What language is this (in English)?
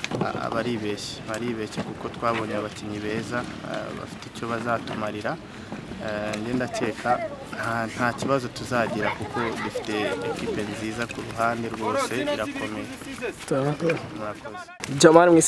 Kinyarwanda